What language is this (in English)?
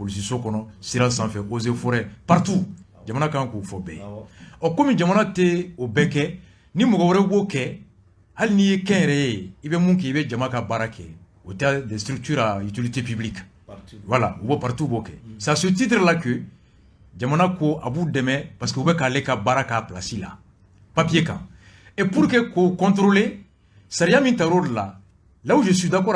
Bambara